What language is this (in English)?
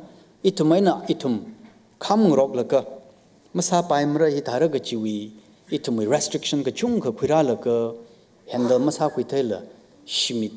Tangkhul Naga (India)